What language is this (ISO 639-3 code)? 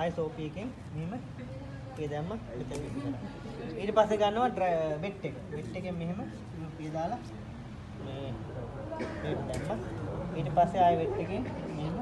sin